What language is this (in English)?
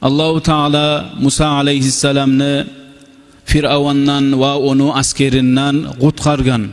Kumyk